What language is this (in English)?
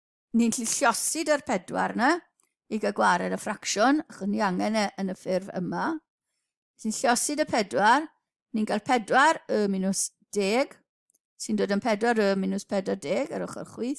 Welsh